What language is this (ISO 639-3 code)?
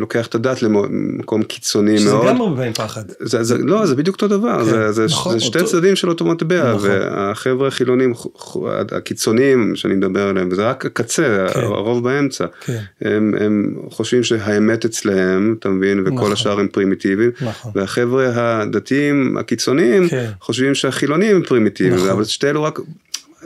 heb